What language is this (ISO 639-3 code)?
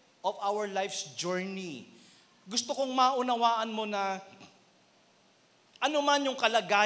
fil